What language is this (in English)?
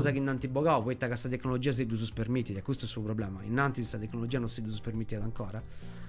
Sardinian